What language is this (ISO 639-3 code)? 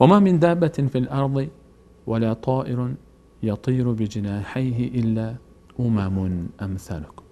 fas